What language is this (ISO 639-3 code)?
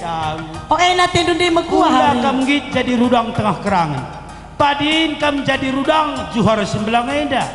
btx